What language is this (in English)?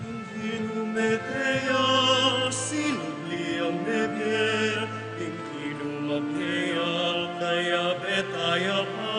Pampanga